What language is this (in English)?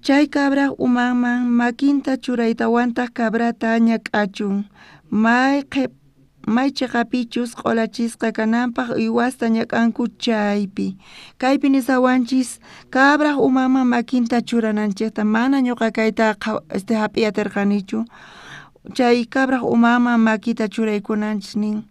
South Bolivian Quechua